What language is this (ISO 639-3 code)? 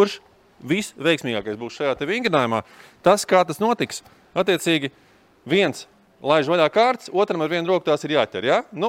lav